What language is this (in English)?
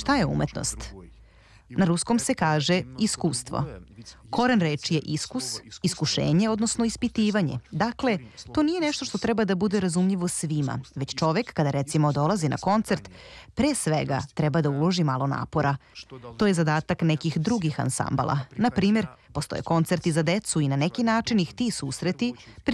Serbian